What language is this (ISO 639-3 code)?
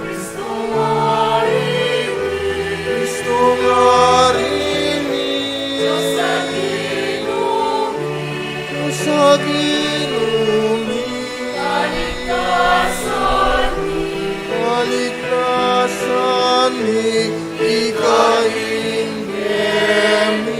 pam